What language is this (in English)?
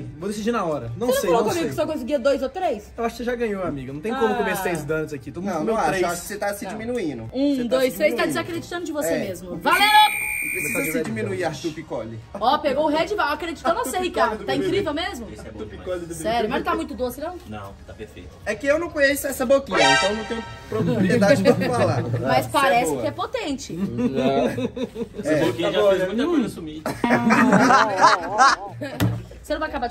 Portuguese